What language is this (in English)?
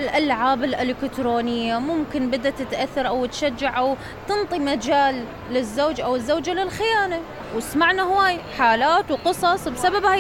Mesopotamian Arabic